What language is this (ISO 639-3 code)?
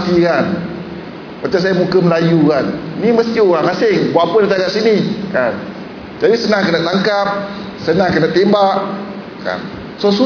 msa